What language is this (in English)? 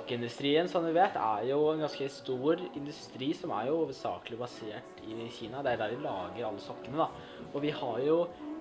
Norwegian